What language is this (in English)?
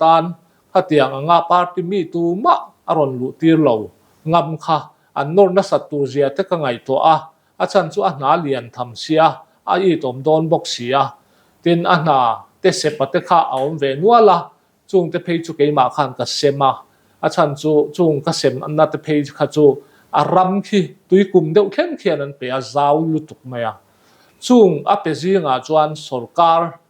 Mizo